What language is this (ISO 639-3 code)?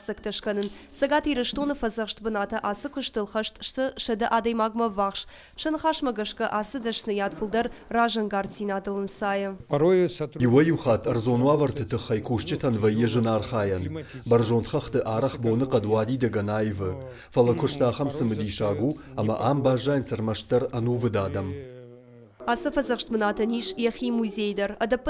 oss